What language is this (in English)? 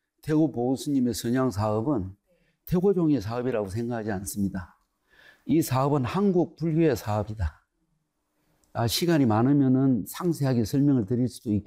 Korean